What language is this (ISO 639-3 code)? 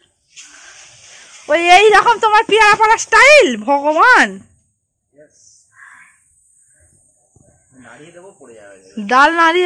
ben